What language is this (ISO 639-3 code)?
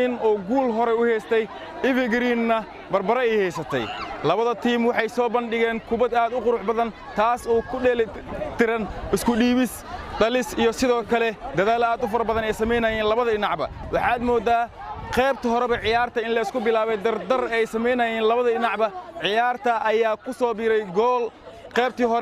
som